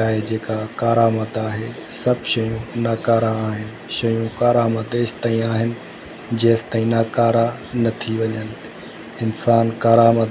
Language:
Sindhi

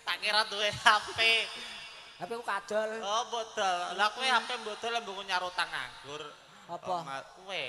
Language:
Javanese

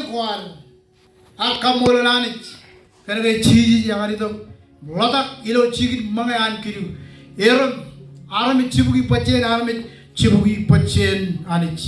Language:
Marshallese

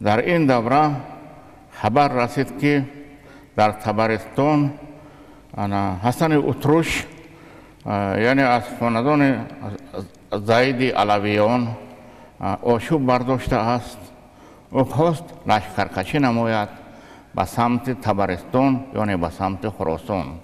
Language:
Tajik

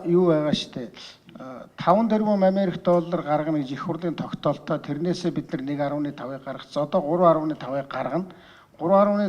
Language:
Mongolian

